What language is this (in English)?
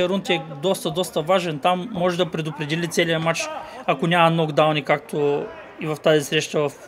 Bulgarian